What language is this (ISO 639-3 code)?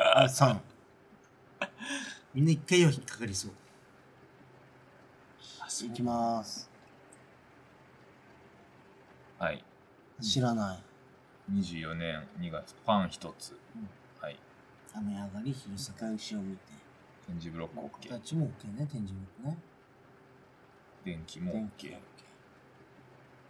jpn